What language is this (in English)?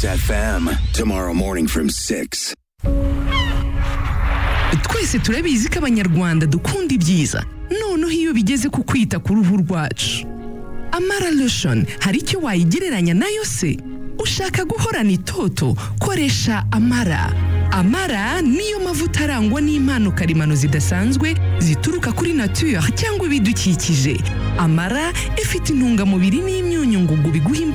Kinyarwanda